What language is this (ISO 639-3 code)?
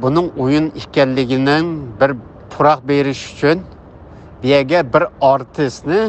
uig